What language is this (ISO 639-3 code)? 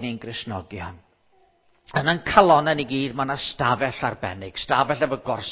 cym